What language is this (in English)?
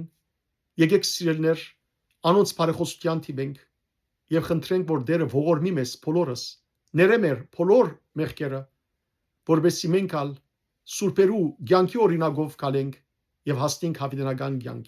Western Armenian